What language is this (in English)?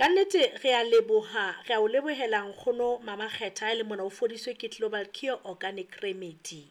Southern Sotho